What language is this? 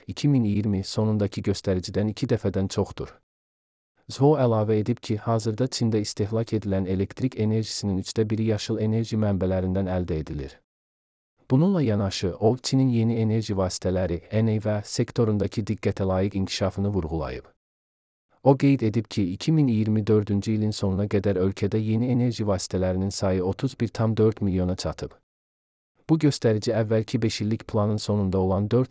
Azerbaijani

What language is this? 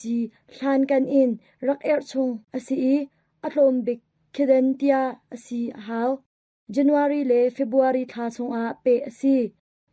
Hakha Chin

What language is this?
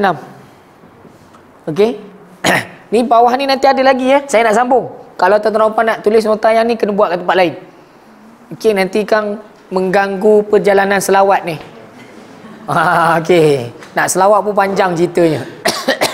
Malay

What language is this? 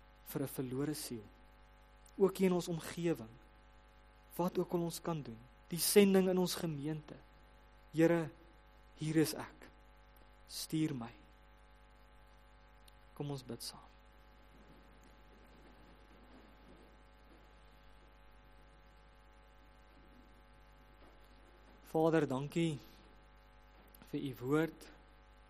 Afrikaans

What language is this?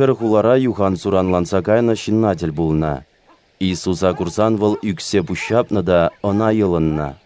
Chuvash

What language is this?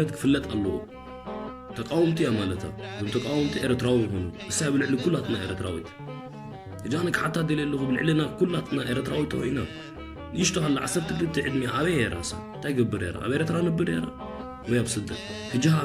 Tigrinya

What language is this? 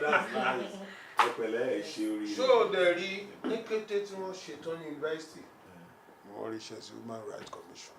Yoruba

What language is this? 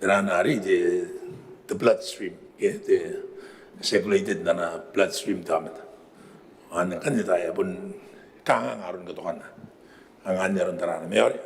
Gilbertese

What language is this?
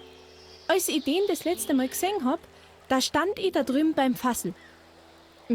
Bavarian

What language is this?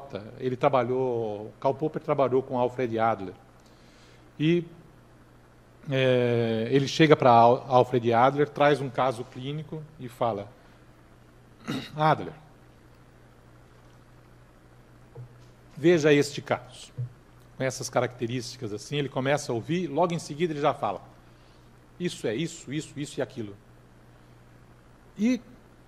Portuguese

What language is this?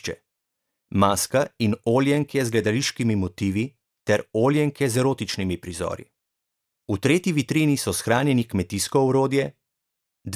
Slovenian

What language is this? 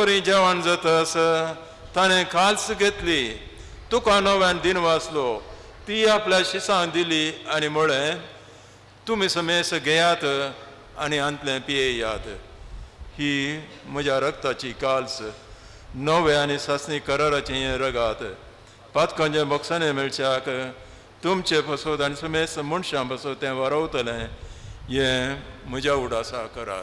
Konkani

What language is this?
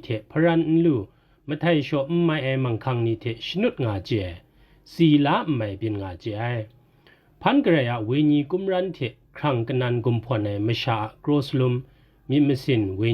Kachin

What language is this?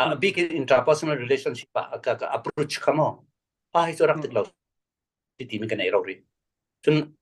Falam Chin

